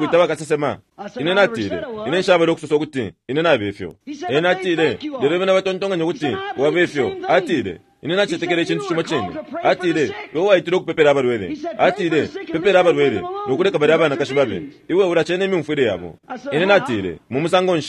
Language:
Bemba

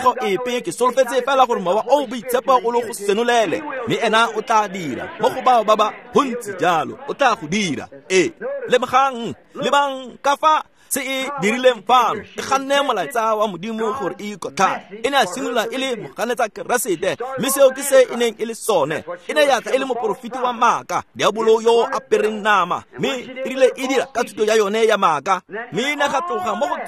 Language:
Tswana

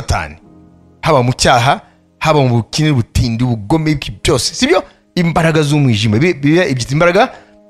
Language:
Kinyarwanda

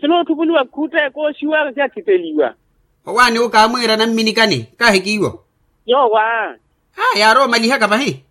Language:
Makhuwa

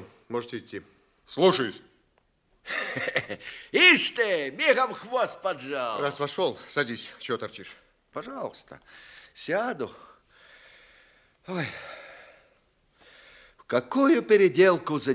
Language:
Russian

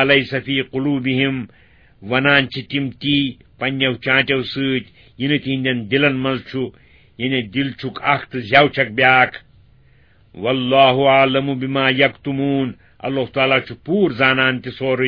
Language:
Kashmiri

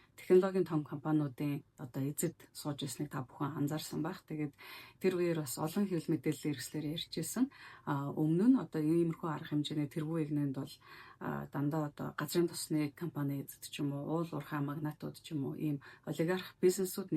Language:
Mongolian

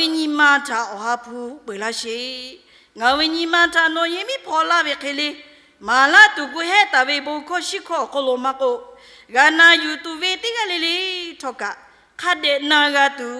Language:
Lahu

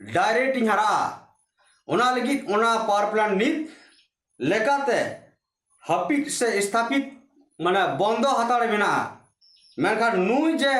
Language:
Santali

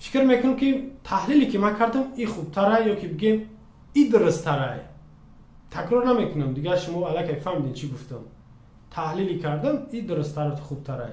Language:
Tajik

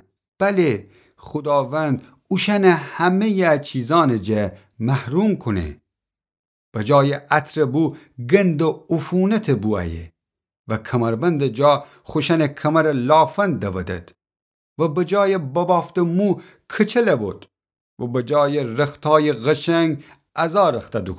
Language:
Gilaki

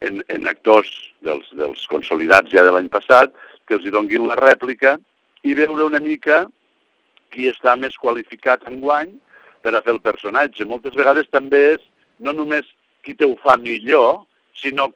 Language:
Catalan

